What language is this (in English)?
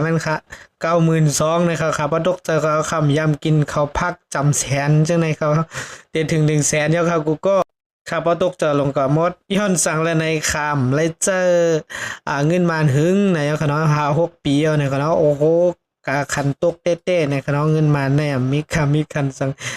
Shan